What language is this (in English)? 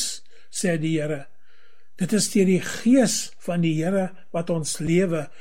Afrikaans